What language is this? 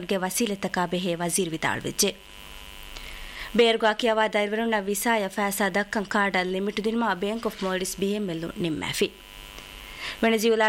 Divehi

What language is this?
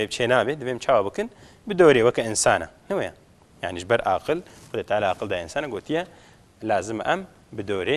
Kurdish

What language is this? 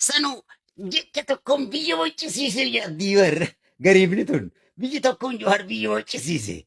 Oromo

